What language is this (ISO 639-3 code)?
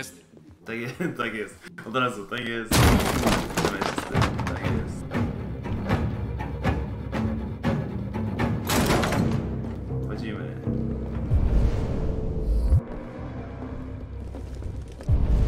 pol